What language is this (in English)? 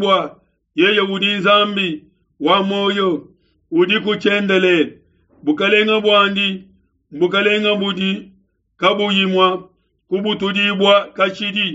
Luba-Lulua